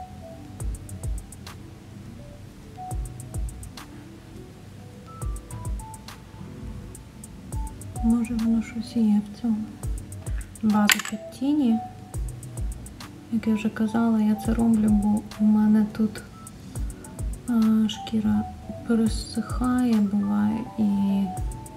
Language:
Ukrainian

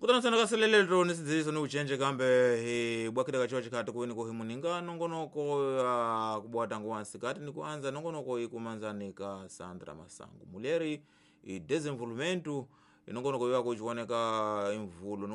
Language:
Tsonga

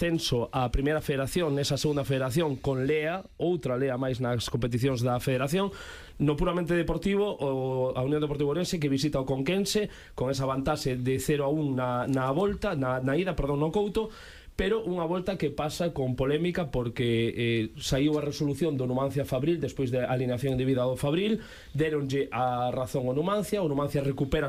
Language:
Galician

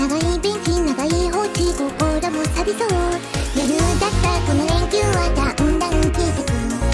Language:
Japanese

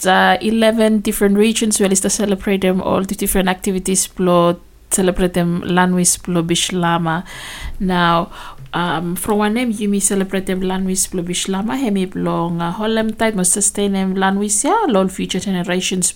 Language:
Bislama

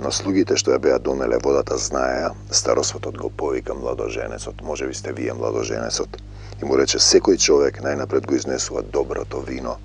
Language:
Macedonian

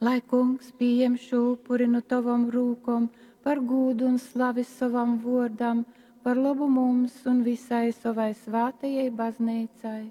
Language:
Latgalian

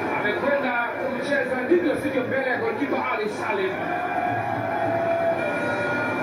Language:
French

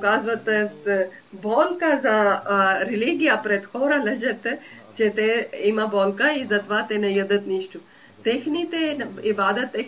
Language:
Bulgarian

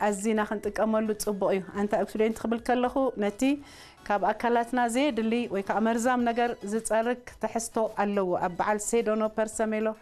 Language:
Tigrinya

